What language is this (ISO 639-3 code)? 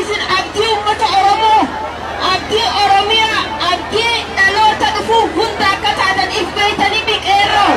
orm